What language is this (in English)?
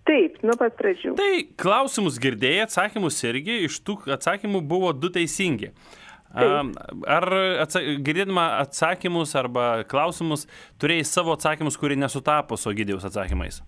Lithuanian